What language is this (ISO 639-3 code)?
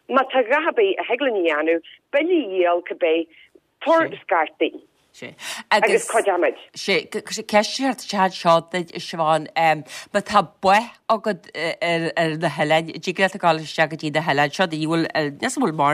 gle